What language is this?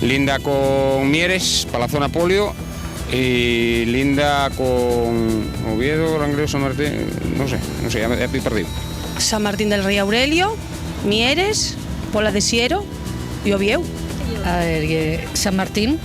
Asturian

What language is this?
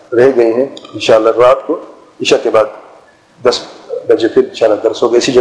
Urdu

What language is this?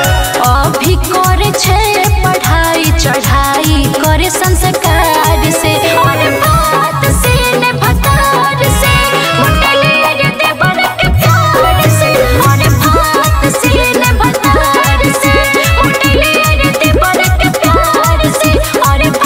Bhojpuri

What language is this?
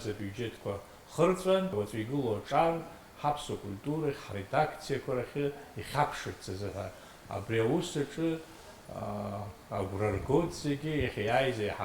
Abkhazian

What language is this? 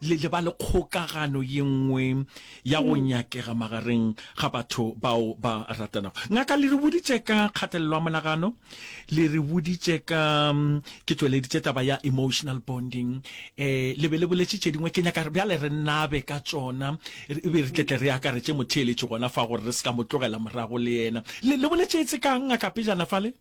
Northern Sotho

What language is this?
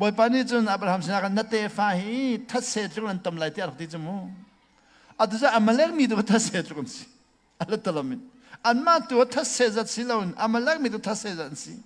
Hakha Chin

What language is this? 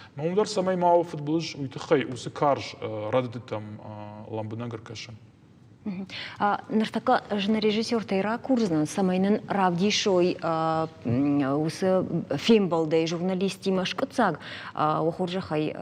Ossetic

